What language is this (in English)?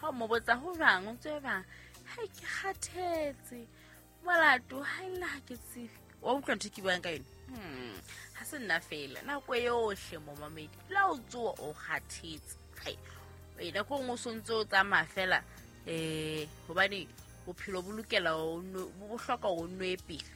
Southern Sotho